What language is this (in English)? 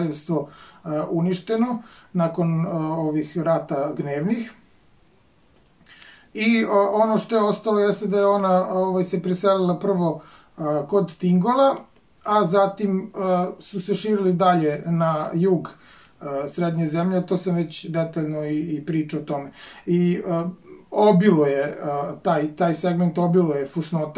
Serbian